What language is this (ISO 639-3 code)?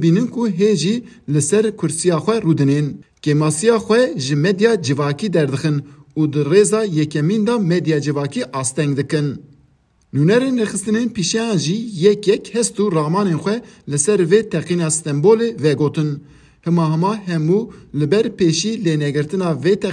kur